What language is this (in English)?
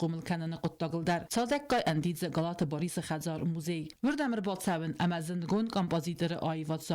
Ossetic